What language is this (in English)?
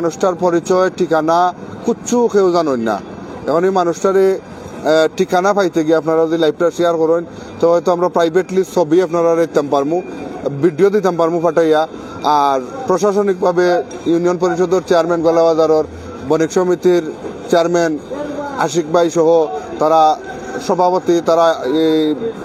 Sylheti